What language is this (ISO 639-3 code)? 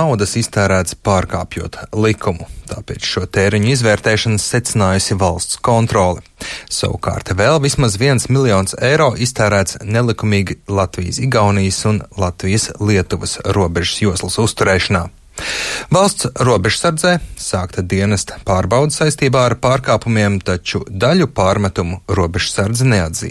lav